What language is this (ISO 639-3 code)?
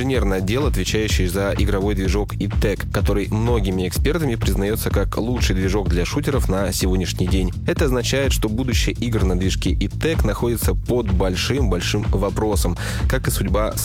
rus